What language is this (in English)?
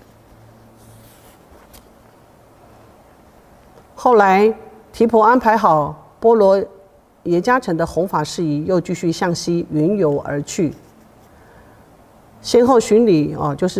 Chinese